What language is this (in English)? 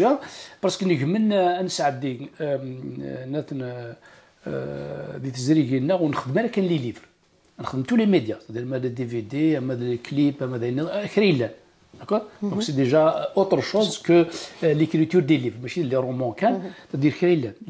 Kabyle